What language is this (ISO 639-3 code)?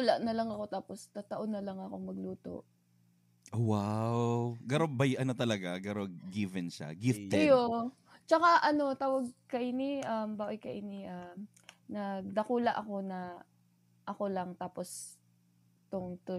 bik